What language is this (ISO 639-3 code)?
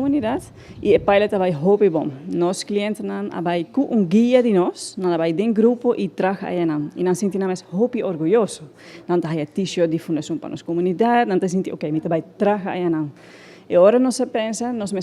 pap